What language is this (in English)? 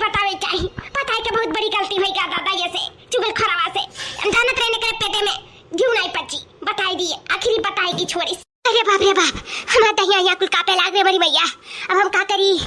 Awadhi